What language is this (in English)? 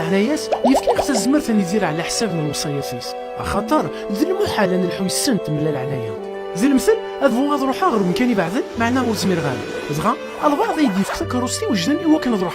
Kabyle